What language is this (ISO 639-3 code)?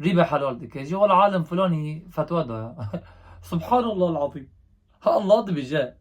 kur